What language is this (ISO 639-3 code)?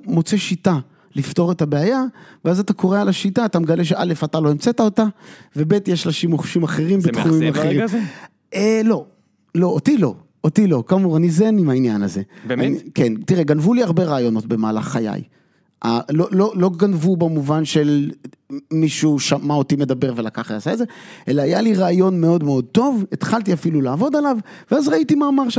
heb